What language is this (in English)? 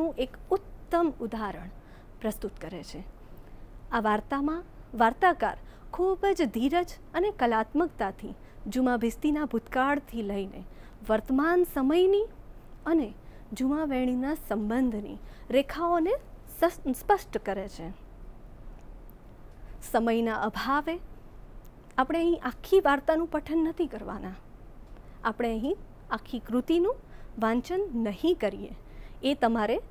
Gujarati